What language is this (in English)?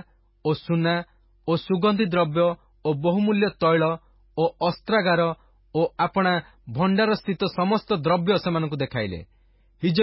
Odia